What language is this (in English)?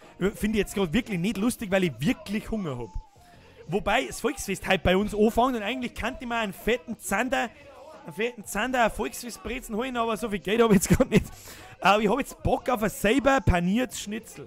Bavarian